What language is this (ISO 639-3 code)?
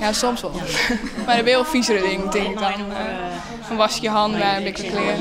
fry